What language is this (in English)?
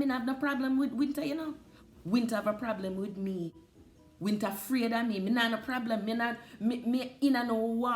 Jamaican Creole English